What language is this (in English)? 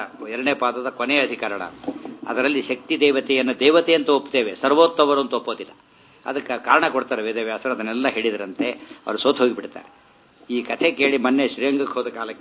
Kannada